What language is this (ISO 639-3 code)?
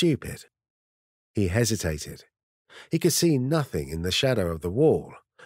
eng